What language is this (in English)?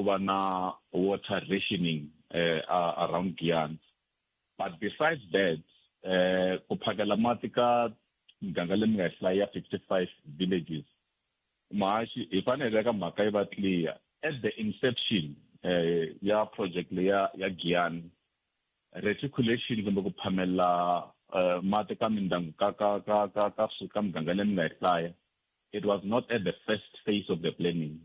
Tsonga